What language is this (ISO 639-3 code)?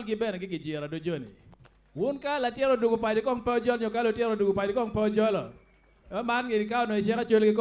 ach